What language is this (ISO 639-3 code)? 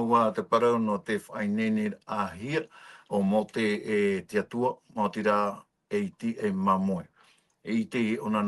tah